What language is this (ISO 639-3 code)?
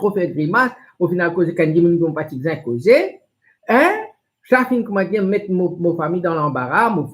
mfe